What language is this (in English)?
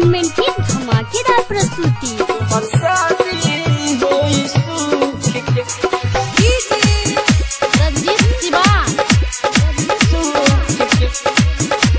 Bhojpuri